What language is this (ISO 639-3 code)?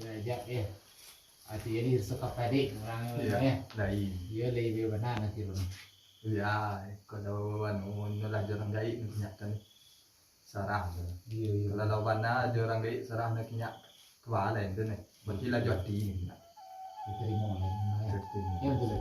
min